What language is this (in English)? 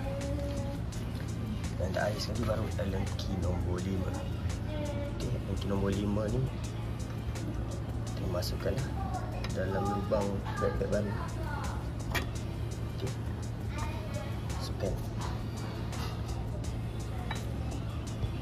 Malay